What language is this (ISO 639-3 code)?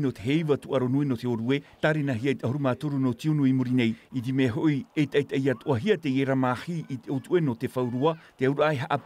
tah